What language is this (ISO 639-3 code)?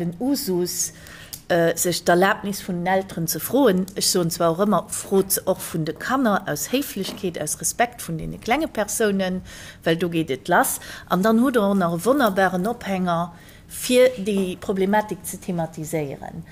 ltz